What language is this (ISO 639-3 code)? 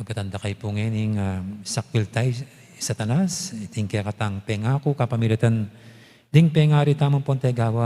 pam